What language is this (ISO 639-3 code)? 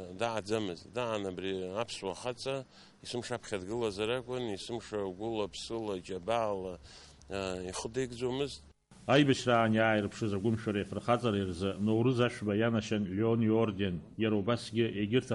abk